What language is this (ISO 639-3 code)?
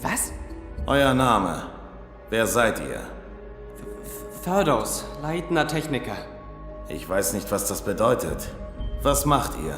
gsw